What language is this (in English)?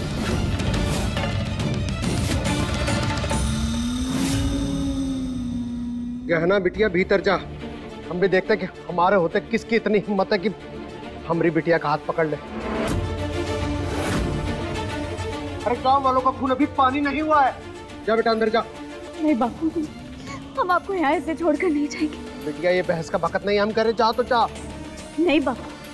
Hindi